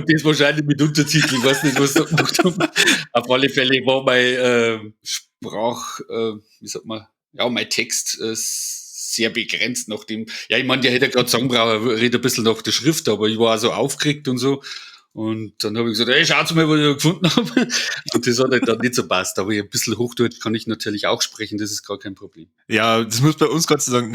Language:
Bavarian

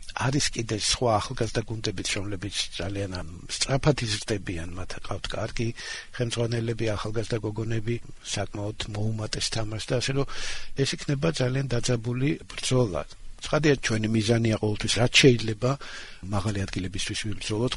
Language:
Georgian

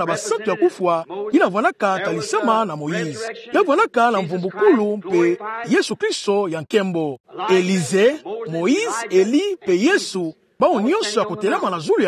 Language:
Kituba (Democratic Republic of Congo)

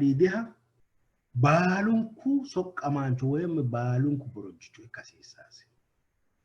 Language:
Sidamo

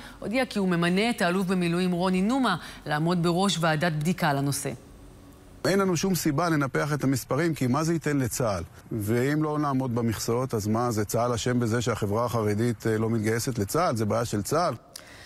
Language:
Hebrew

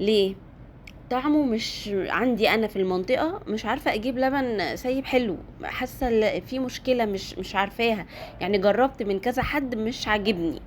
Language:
Egyptian Arabic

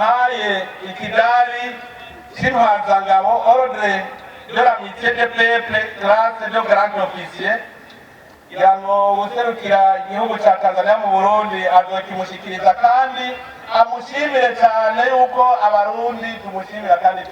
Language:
Rundi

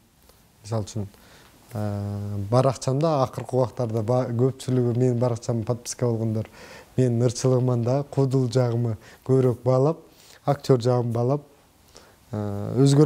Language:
Kyrgyz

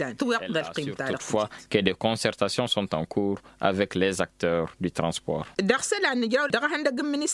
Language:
Tamasheq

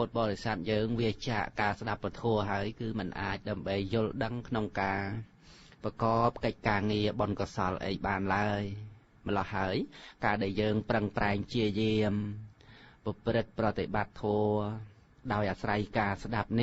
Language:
Khmer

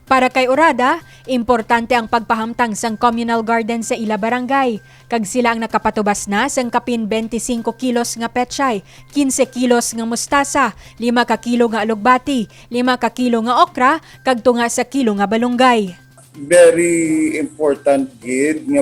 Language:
Hiligaynon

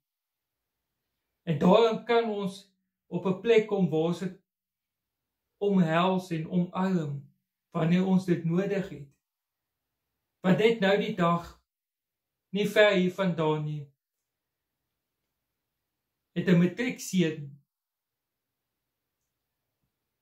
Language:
Afrikaans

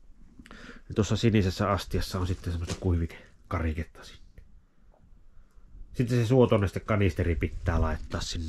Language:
Finnish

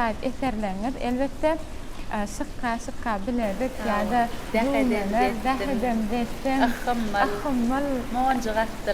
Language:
Turkmen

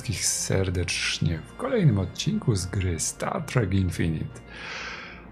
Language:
Polish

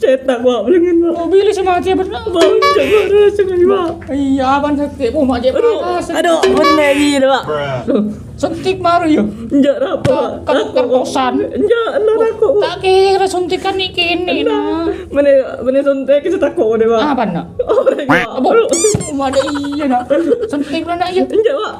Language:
Madurese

